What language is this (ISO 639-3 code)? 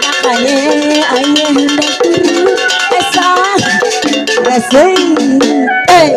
bew